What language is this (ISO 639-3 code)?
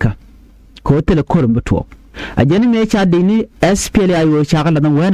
nus